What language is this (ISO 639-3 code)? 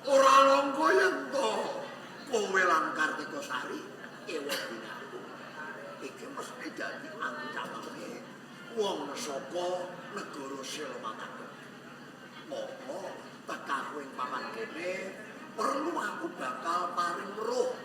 jav